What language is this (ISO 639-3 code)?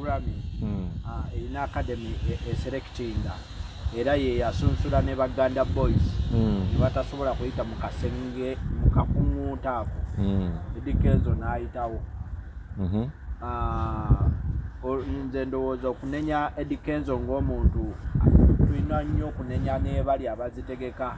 lug